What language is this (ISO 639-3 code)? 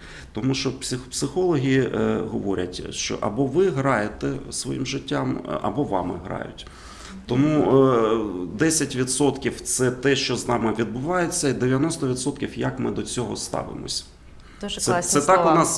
ukr